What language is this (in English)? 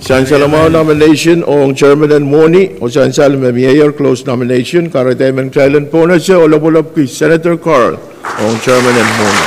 Pohnpeian